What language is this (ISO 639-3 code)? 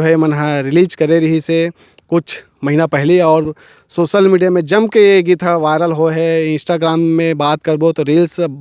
hne